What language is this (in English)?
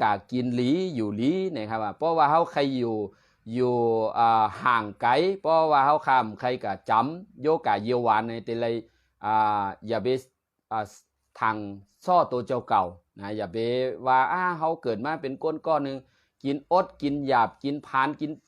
Shan